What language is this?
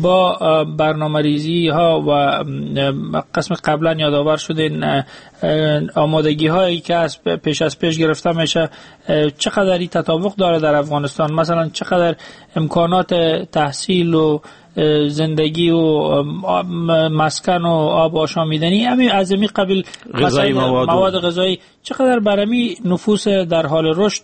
Persian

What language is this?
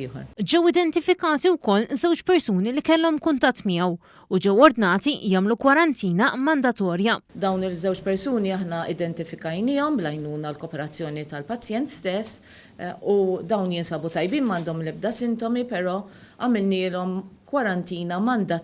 Maltese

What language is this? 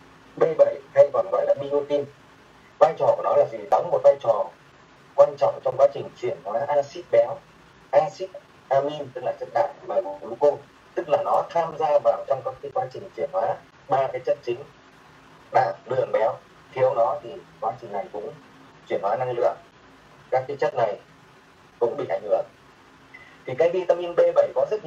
Vietnamese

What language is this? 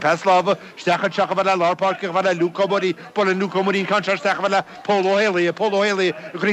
Irish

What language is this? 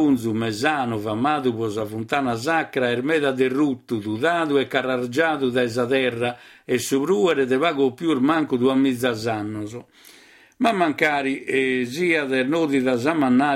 Sardinian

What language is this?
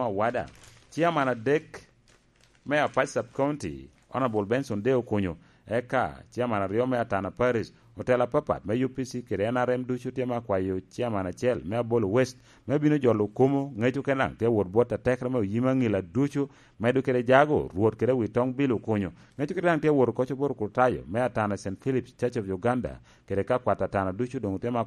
Lango (Uganda)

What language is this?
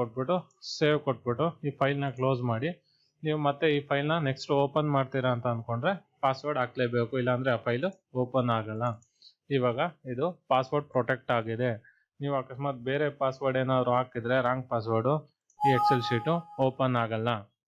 Kannada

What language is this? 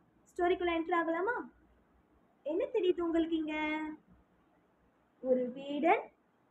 Tamil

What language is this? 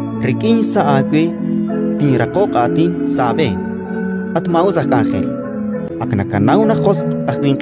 Kekchí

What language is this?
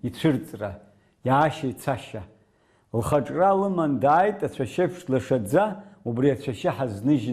Abkhazian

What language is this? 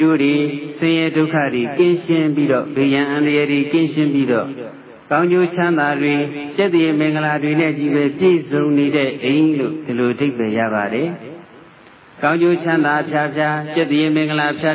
Burmese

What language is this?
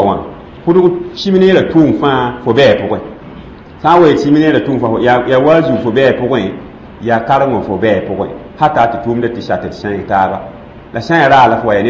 Mossi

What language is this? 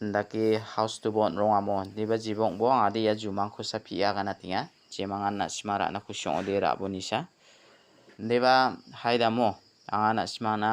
Garo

